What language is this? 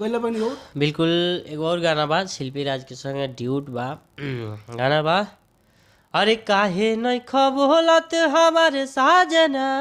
Bhojpuri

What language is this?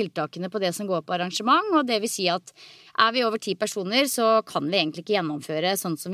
Norwegian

